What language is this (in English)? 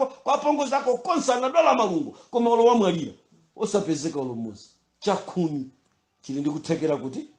Nyanja